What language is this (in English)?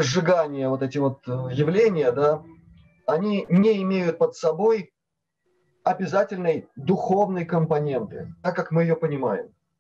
Russian